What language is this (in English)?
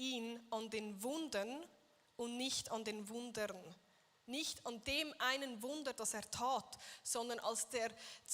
Swiss German